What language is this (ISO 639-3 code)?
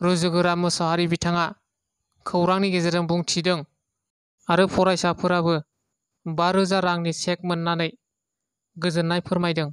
brx